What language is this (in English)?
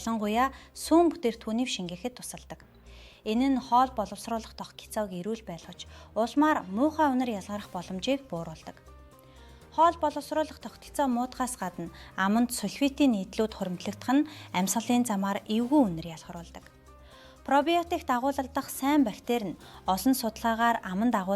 Mongolian